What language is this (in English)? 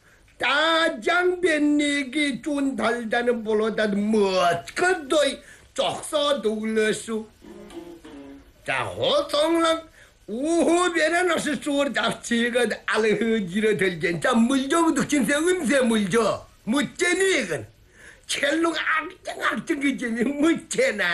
Korean